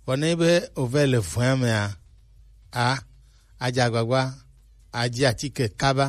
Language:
Gen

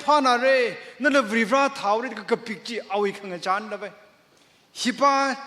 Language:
Tangkhul Naga (India)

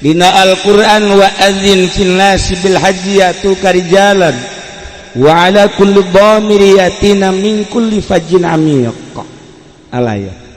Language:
Sundanese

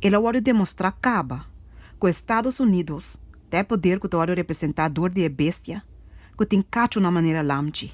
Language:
Papiamento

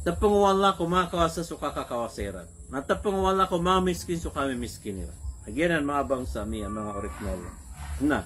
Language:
Maranao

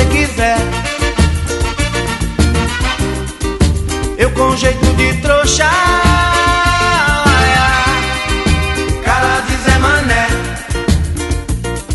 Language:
Portuguese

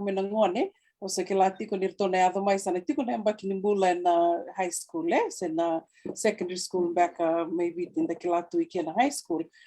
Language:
Fijian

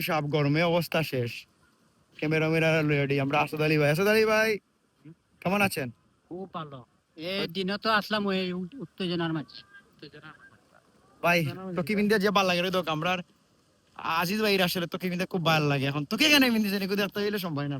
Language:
Sylheti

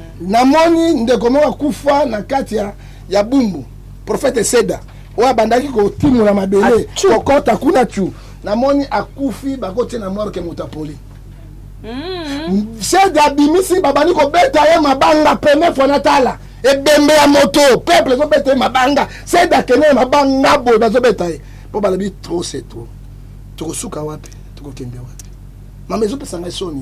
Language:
Lingala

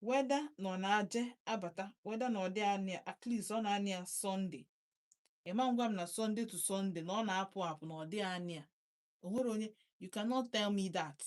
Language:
Igbo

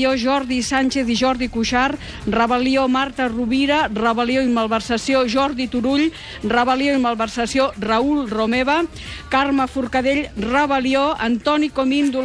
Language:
Catalan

